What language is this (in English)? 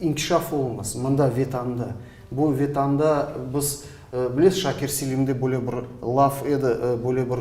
Crimean Tatar